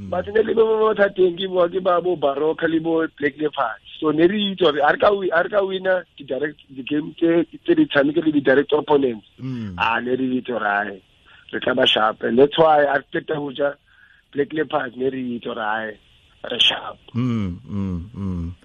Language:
Tswana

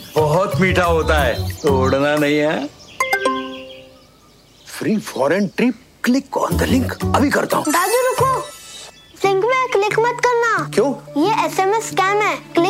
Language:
Hindi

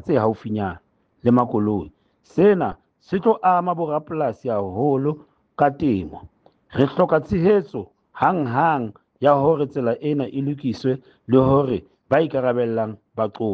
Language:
Southern Sotho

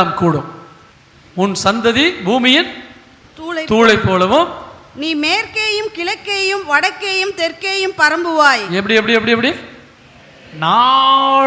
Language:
Tamil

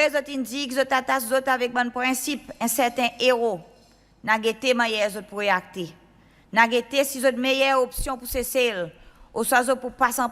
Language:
Seselwa Creole French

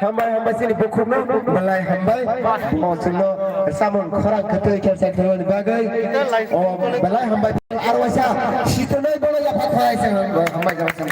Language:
Kok Borok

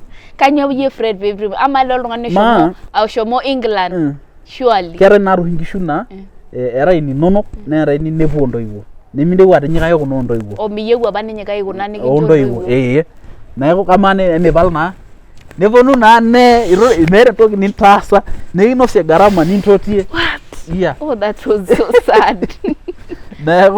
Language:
Masai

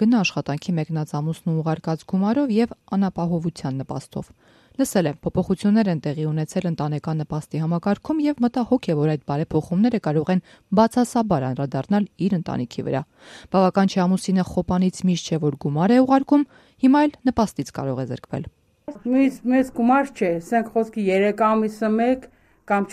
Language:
Armenian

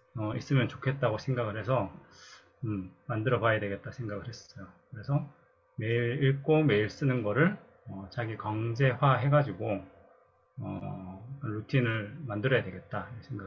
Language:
Korean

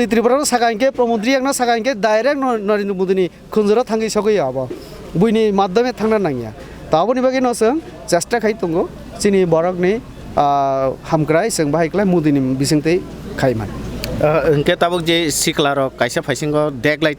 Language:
Kok Borok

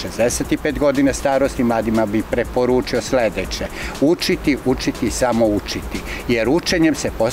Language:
Serbian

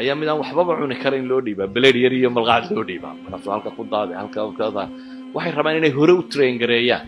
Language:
Somali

